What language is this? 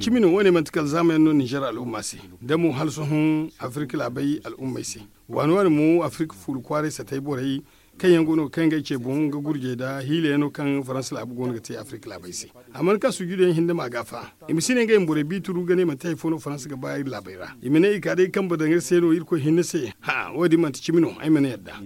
Zarma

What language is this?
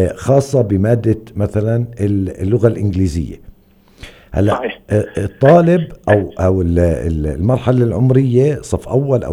North Levantine Arabic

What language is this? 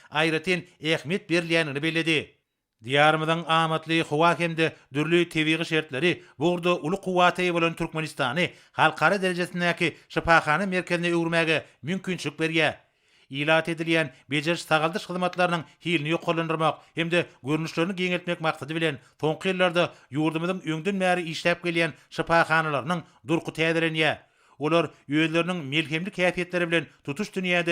Turkmen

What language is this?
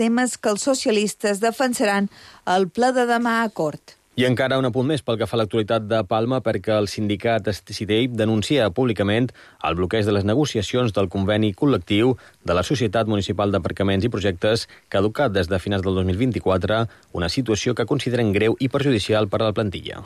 Catalan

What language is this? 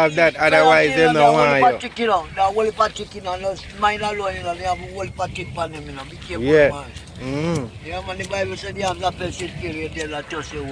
Jamaican Creole English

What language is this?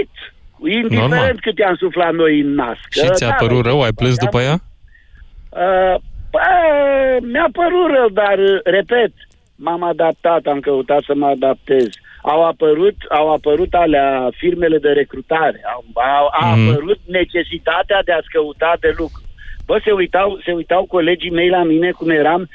Romanian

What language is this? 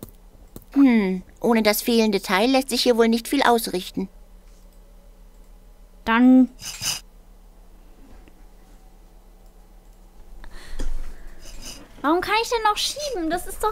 German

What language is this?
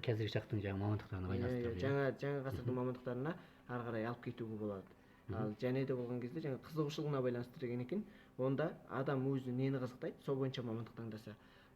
Kazakh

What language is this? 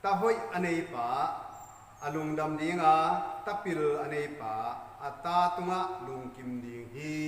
Tedim Chin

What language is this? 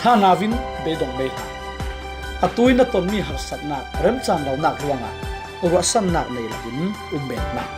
Falam Chin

